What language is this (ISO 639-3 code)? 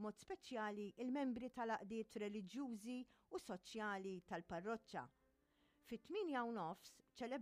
mlt